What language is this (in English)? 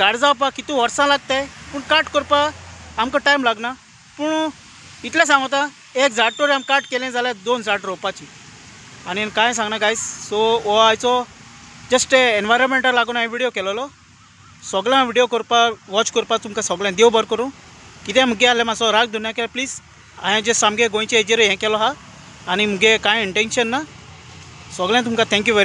Konkani